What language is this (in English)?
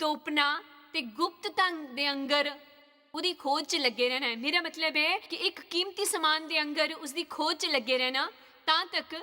Dogri